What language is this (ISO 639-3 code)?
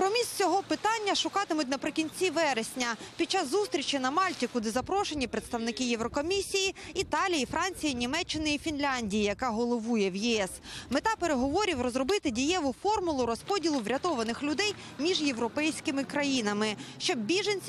ukr